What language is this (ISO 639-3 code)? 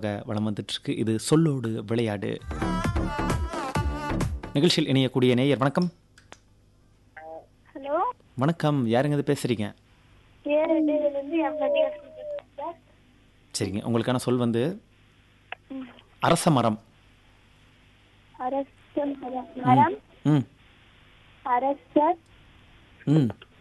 tam